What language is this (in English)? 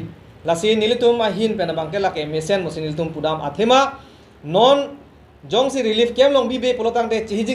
Karbi